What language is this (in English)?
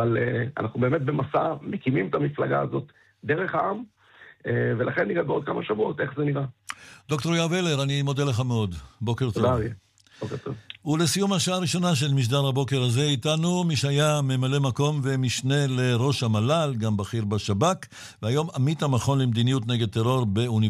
Hebrew